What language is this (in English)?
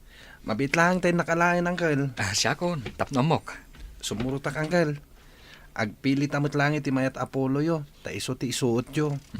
Iloko